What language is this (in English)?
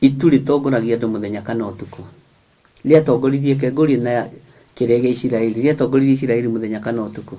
Kikuyu